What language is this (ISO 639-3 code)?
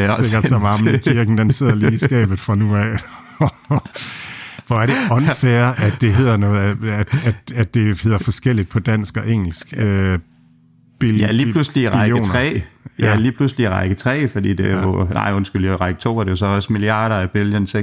dan